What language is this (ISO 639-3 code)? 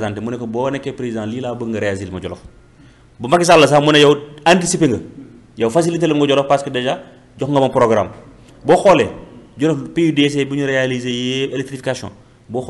wol